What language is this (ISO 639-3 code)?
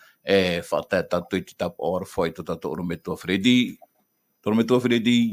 tah